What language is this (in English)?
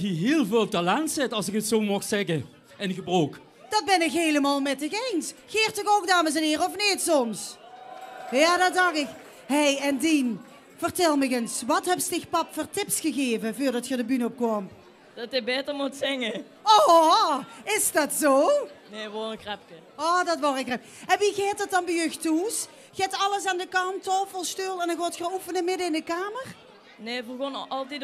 Limburgish